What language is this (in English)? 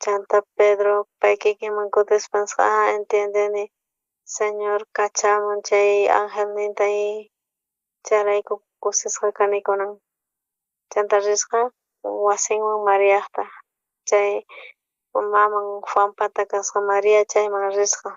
South Bolivian Quechua